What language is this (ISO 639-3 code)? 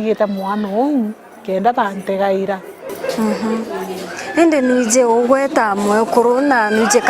mer